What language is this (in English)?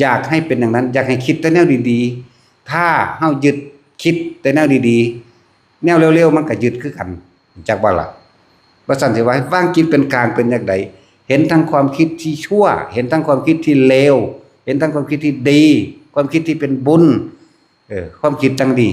Northeastern Thai